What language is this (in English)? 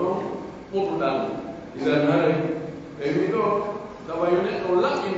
Pular